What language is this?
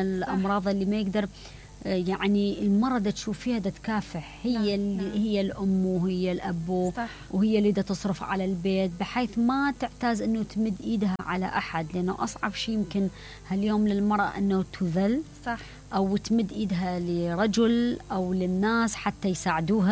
Mesopotamian Arabic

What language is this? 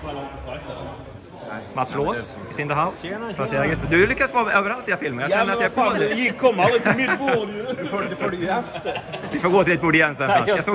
Swedish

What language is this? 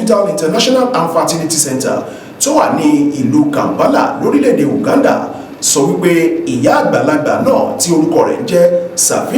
Yoruba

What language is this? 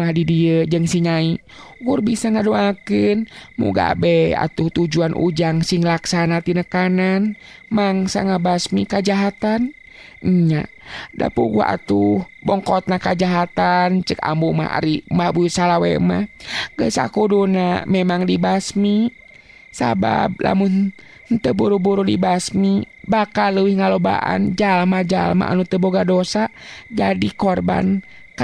Sundanese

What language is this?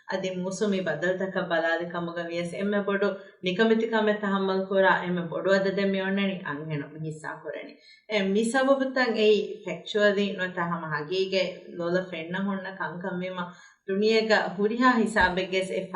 Divehi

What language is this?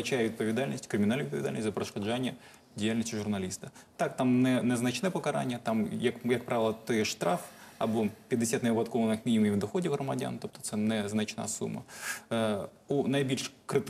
Ukrainian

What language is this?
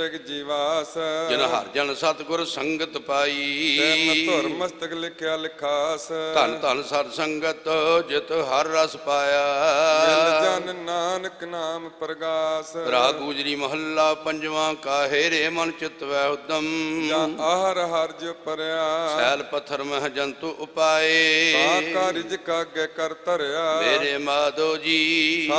Punjabi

